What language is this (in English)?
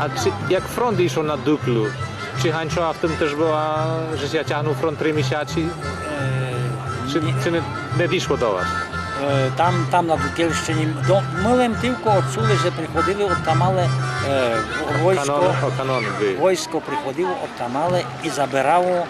Rusyn